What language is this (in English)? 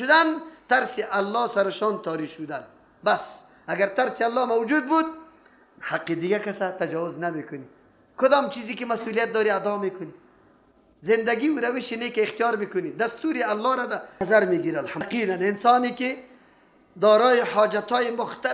Persian